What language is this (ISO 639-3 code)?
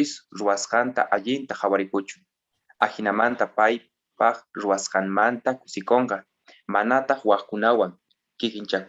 quh